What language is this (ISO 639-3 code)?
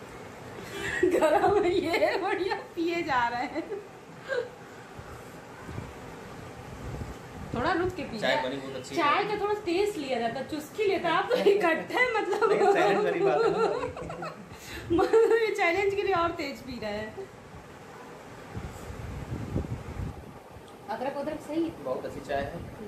hin